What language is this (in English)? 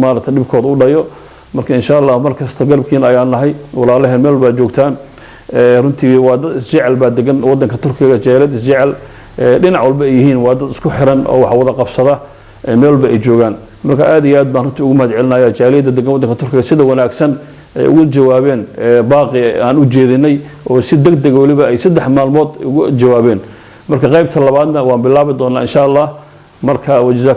Somali